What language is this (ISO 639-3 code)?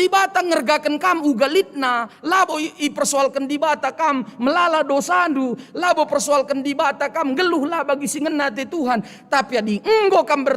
btx